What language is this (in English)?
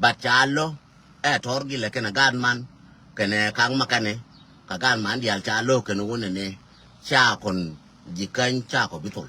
Nuer